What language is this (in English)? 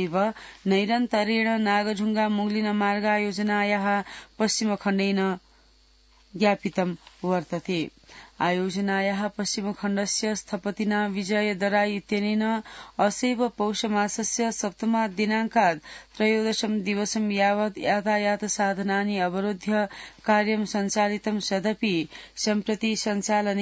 Sanskrit